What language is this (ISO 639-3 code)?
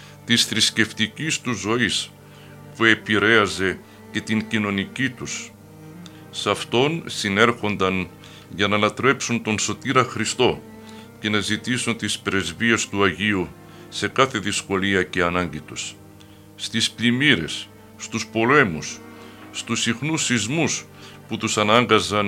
ell